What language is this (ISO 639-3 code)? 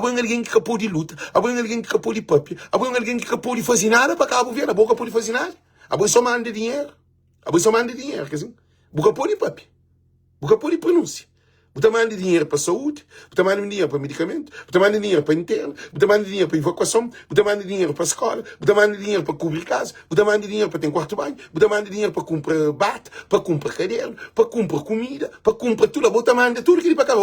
kea